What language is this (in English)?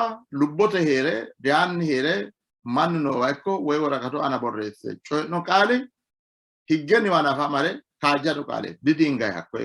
Sidamo